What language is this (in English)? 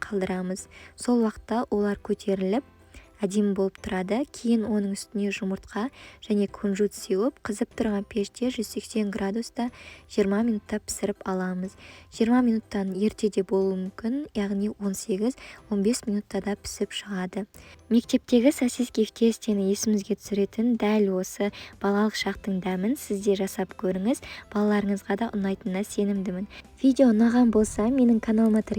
Kazakh